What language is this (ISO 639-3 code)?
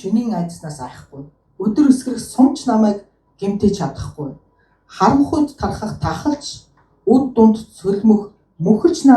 mon